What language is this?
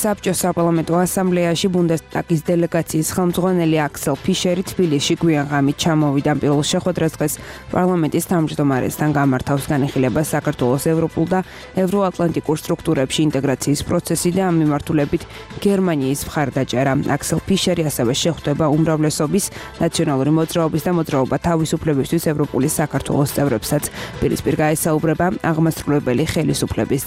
Georgian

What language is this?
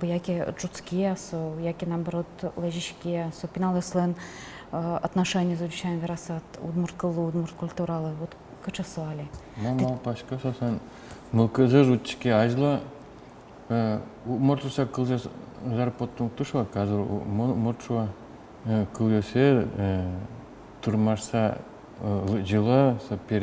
Udmurt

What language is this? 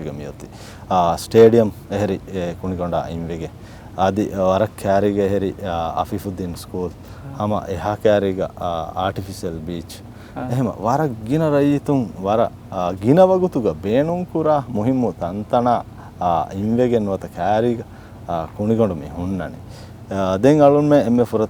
Divehi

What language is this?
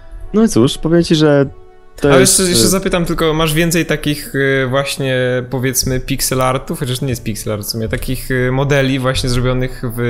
Polish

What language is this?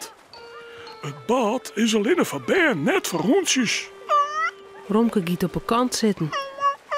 Western Frisian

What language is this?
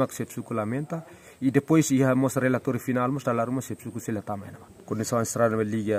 Tetum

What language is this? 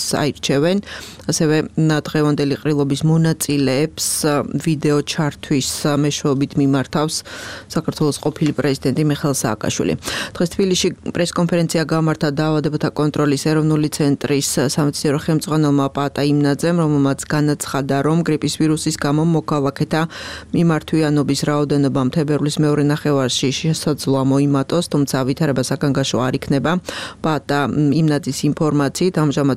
Georgian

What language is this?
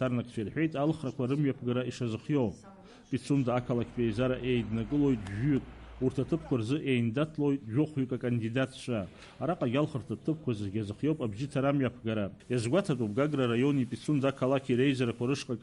Abkhazian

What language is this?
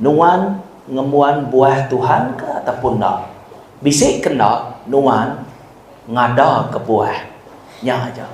Iban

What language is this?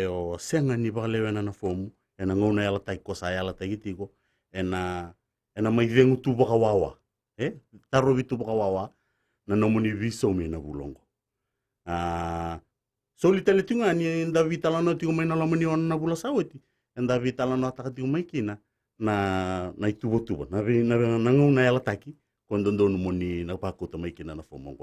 Fijian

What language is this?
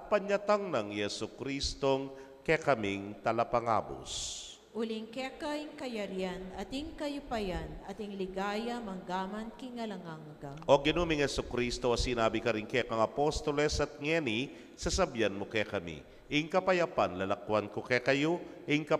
Pampanga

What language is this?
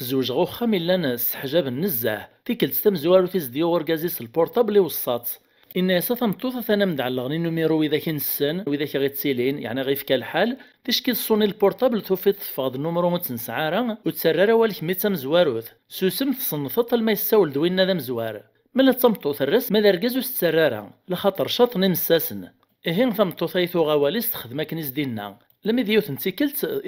Kabyle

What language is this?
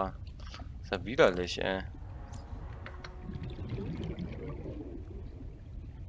German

